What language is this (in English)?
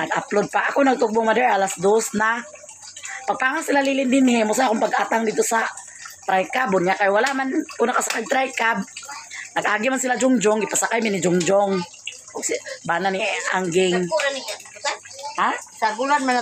Cebuano